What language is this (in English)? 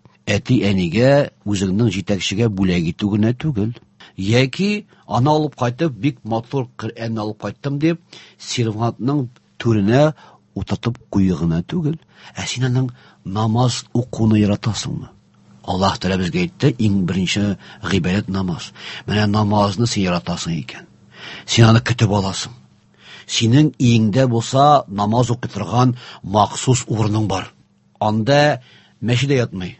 Tatar